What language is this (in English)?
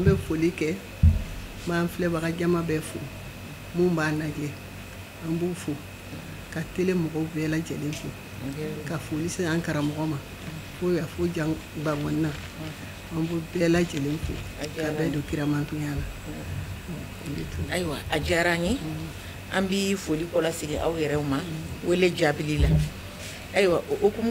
Bambara